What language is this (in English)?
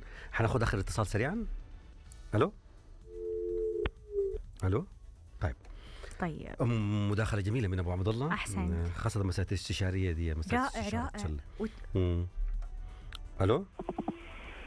Arabic